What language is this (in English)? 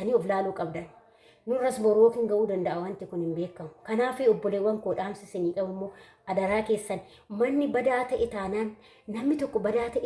Oromo